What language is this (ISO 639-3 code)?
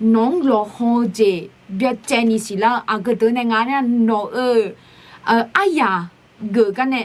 ahk